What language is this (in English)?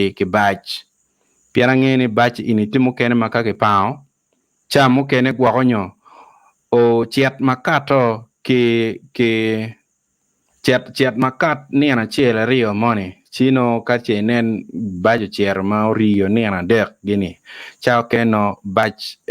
Acoli